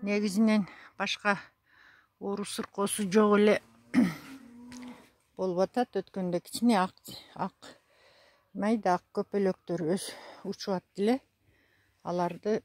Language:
Kyrgyz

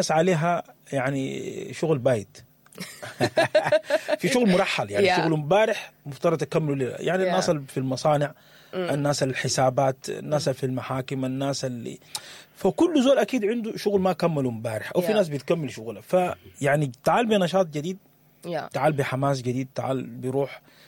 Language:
Sudanese Arabic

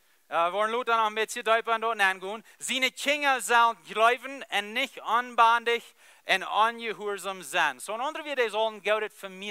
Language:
Plautdietsch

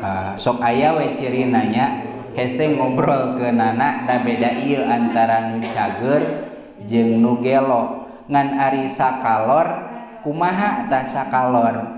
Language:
Sundanese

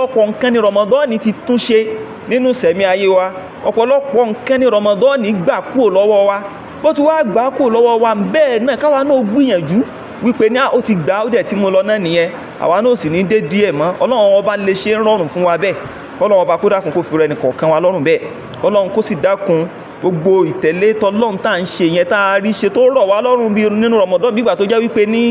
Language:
Yoruba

